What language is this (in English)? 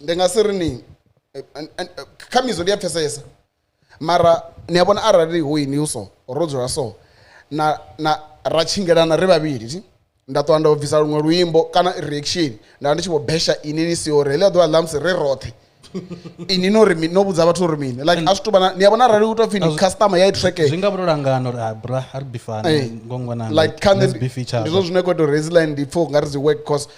Venda